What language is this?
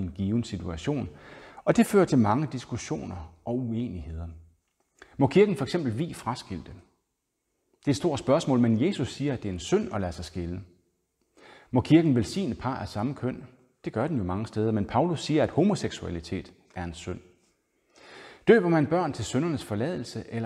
Danish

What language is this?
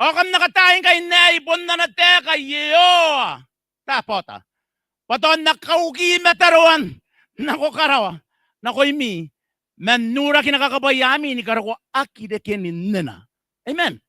Gilbertese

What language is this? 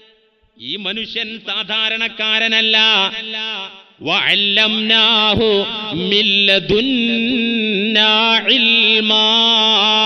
Malayalam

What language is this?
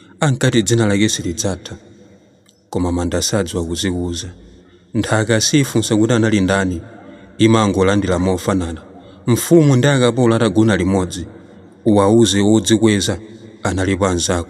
Nyanja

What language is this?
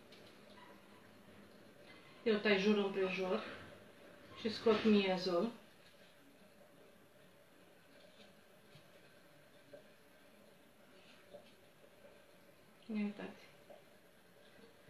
Romanian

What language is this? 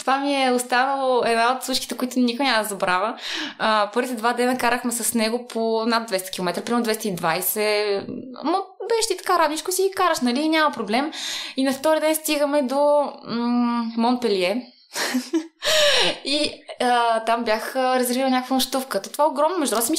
Bulgarian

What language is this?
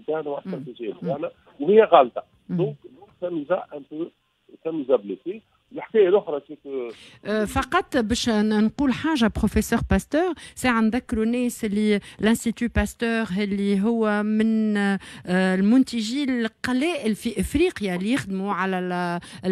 Tunisian Arabic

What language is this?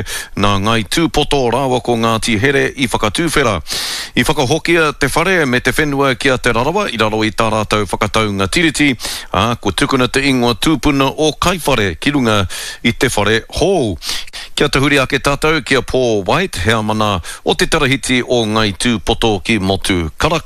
Māori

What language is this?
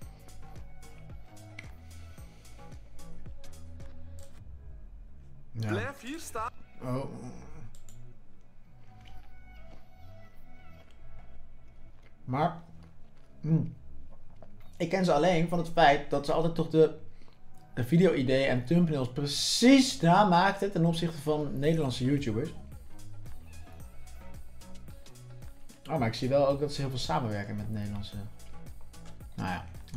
Dutch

